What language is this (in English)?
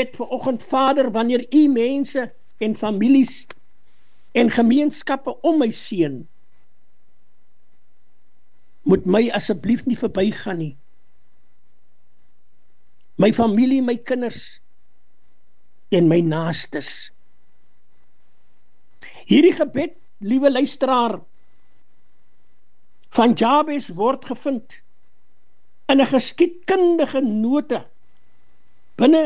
Afrikaans